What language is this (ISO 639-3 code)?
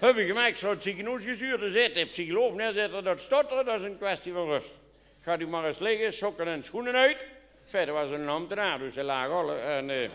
lim